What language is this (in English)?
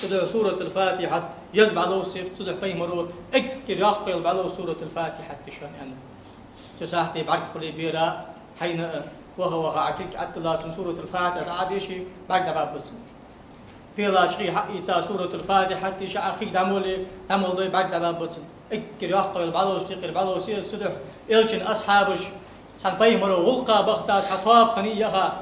Ingush